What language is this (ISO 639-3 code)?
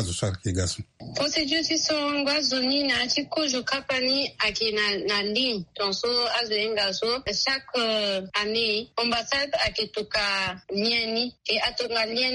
sag